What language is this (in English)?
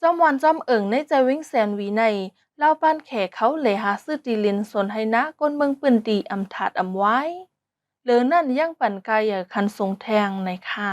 Shan